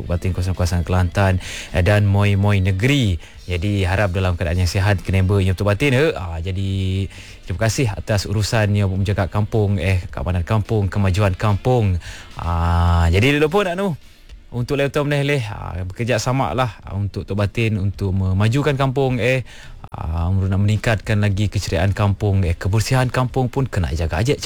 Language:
Malay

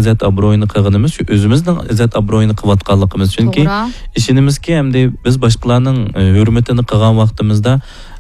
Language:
Uyghur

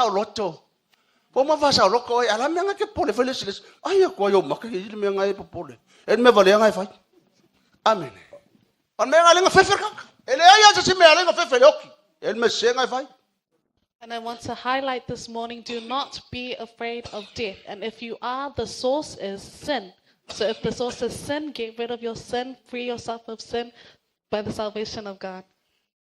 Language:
Samoan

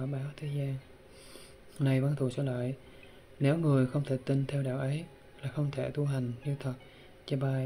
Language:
Vietnamese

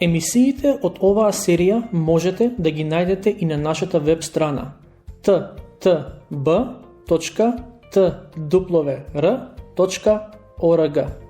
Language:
Macedonian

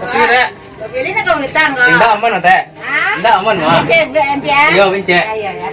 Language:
Minangkabau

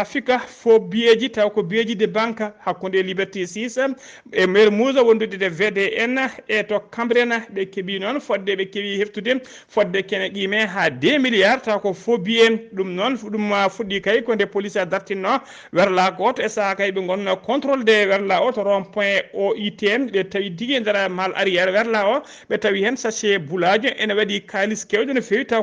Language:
Fula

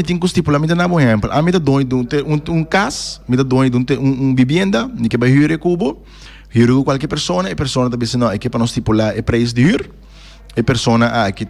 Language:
Papiamento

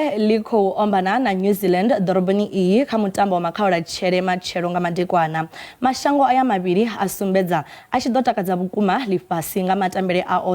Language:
Venda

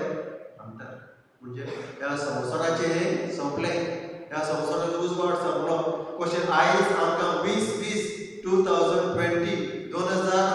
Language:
Konkani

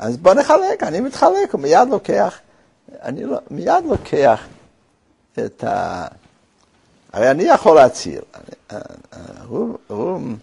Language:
Hebrew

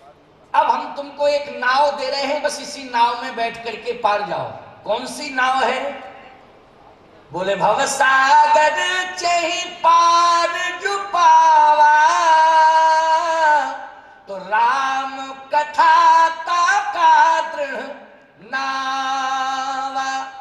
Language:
Hindi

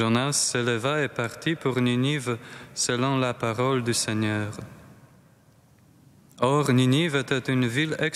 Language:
French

